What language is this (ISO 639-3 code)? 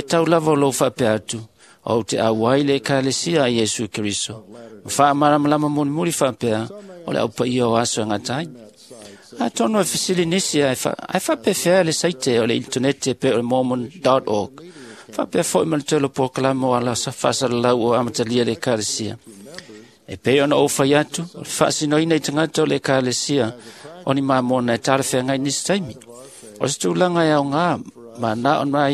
smo